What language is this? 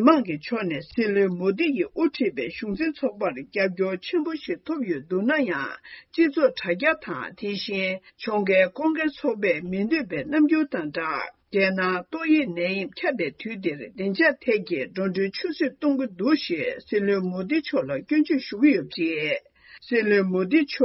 Tibetan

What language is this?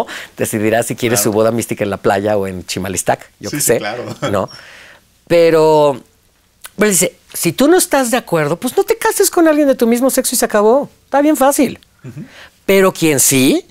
Spanish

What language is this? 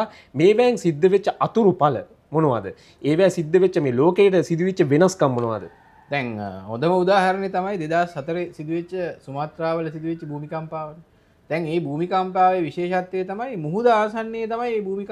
Sinhala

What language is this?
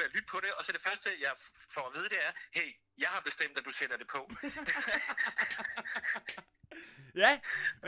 Danish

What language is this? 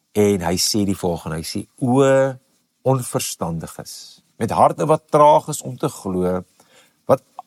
Afrikaans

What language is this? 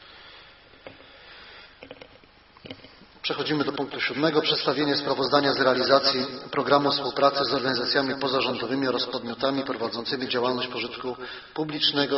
Polish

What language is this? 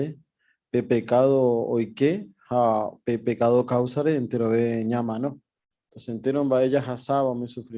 Guarani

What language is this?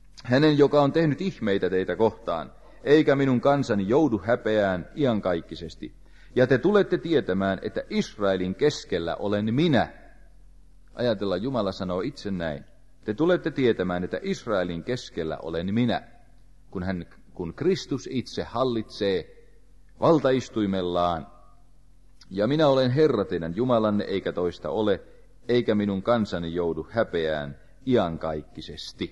Finnish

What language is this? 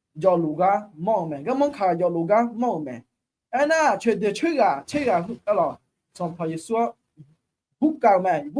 Akha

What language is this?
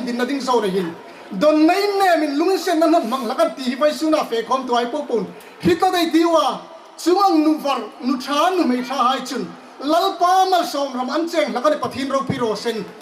Hmar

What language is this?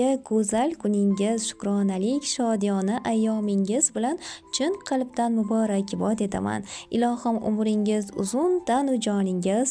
Uzbek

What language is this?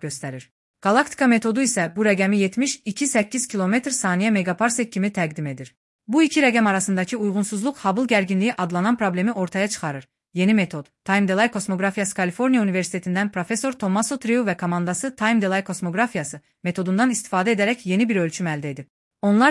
Azerbaijani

